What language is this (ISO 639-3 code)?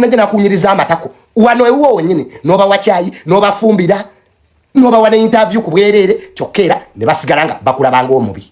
lug